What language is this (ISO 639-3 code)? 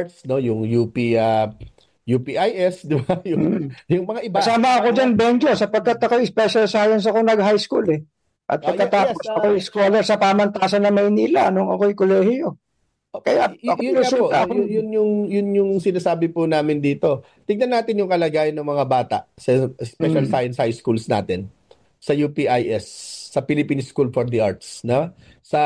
fil